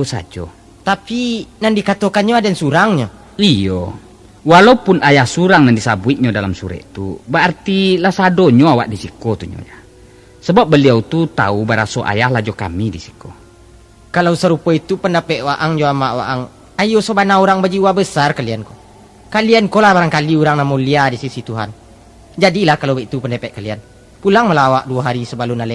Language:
Minangkabau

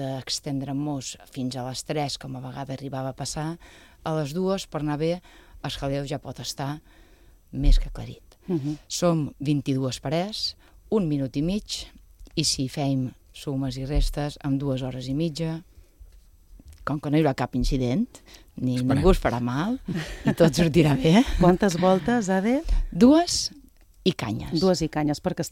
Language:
Catalan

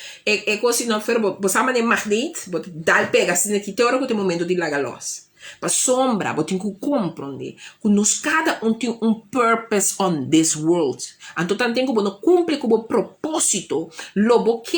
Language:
Papiamento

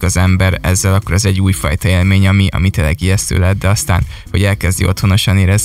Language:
Hungarian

